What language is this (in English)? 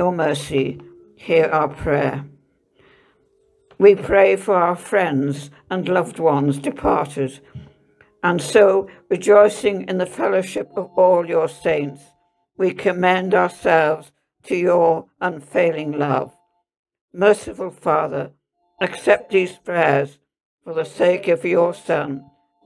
English